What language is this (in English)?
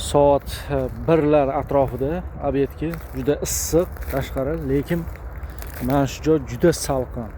Uzbek